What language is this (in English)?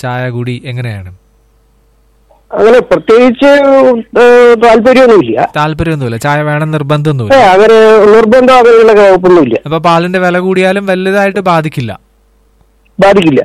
Malayalam